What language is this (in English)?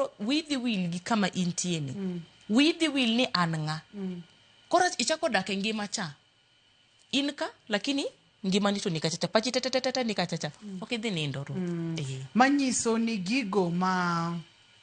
Luo (Kenya and Tanzania)